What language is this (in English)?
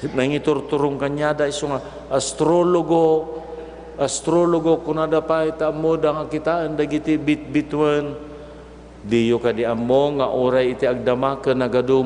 Iloko